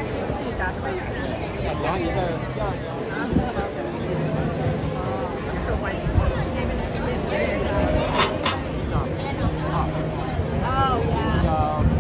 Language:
Chinese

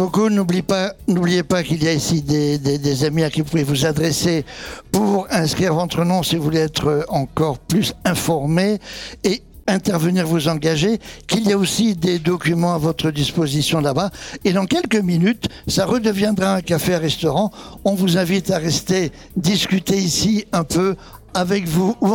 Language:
French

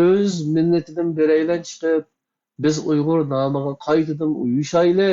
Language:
Uyghur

